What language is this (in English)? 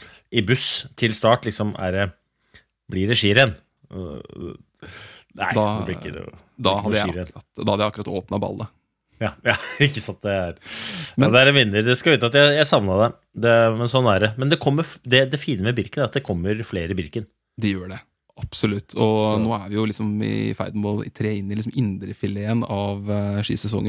Norwegian